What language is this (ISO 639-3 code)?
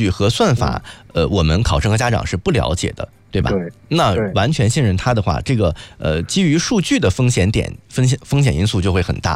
zho